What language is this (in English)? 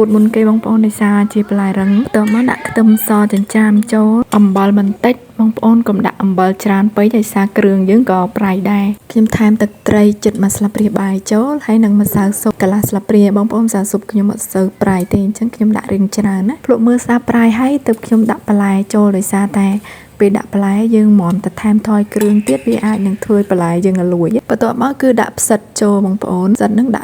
Khmer